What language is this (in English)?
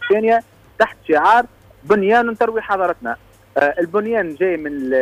Tunisian Arabic